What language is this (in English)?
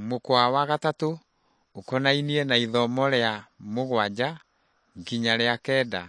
Kikuyu